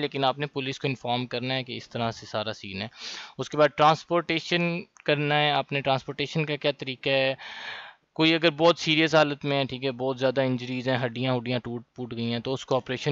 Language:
Hindi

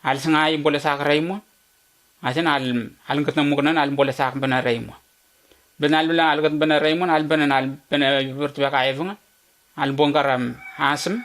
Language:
Letemboi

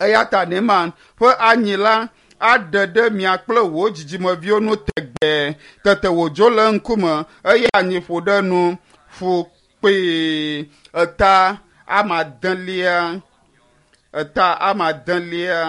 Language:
Ewe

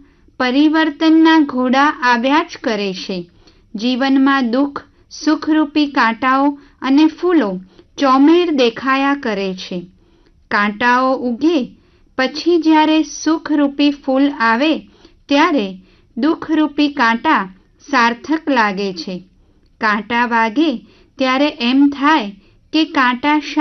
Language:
Gujarati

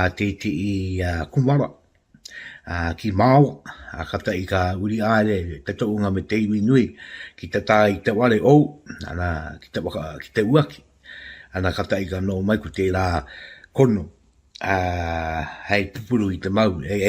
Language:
Māori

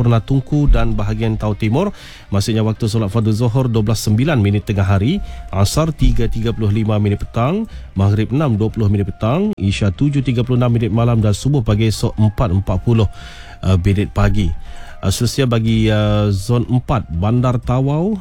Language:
Malay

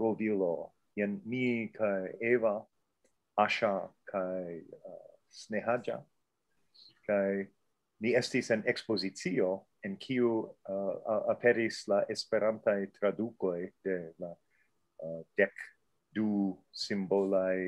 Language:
Esperanto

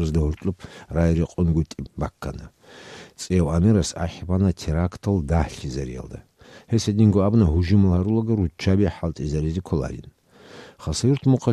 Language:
Avaric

